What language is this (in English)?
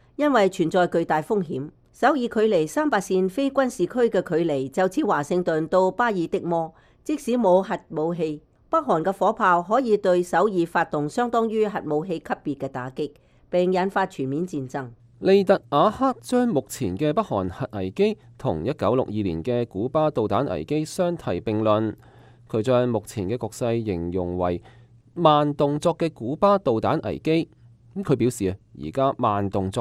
Cantonese